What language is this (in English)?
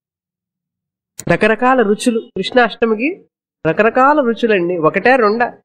Telugu